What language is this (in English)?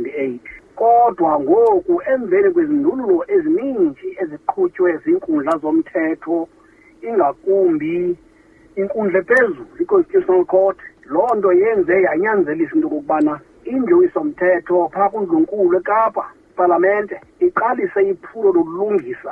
Xhosa